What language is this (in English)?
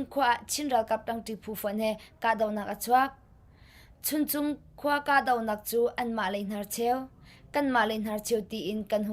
Hakha Chin